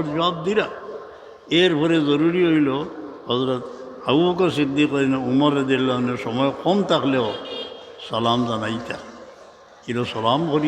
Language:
Sylheti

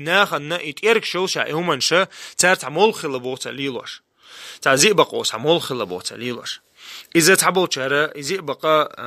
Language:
Chechen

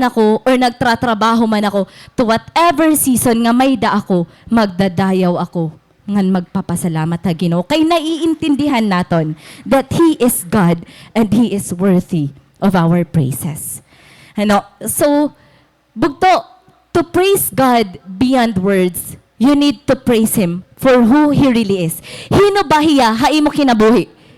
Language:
Waray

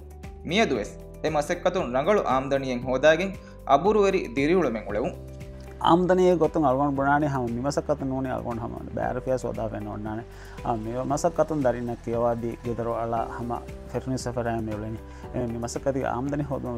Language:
Divehi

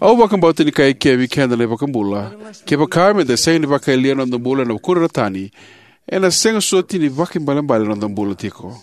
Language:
Fijian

